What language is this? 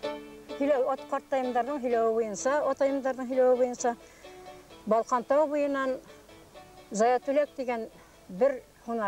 Bashkir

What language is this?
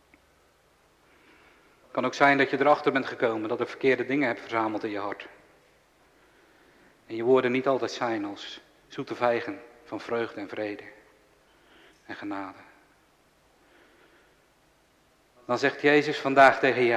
Dutch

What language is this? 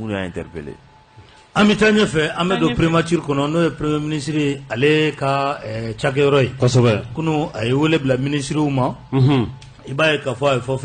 Bambara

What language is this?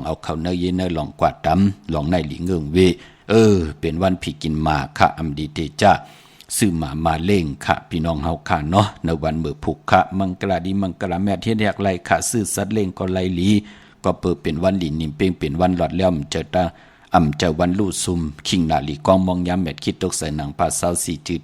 Shan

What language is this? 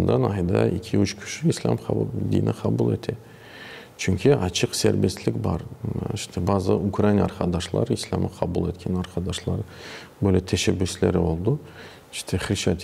Crimean Tatar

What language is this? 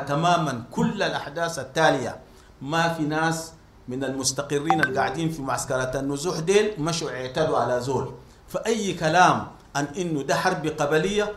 Sudanese Arabic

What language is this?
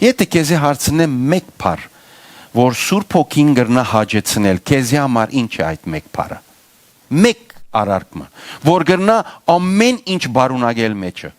Western Armenian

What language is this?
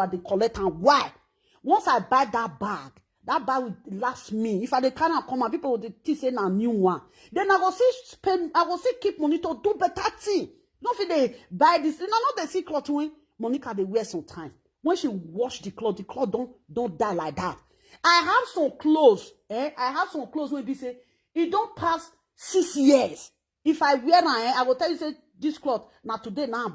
Nigerian Pidgin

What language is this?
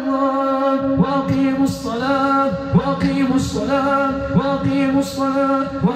Arabic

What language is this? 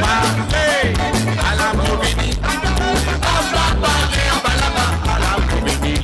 Morisyen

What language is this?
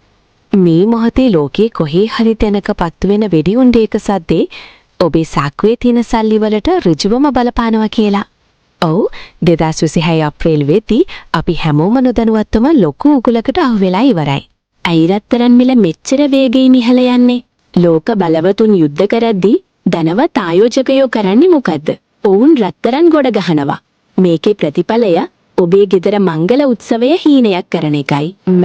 Sinhala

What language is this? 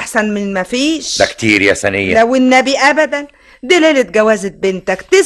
Egyptian Arabic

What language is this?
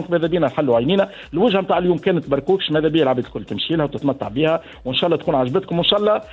Tunisian Arabic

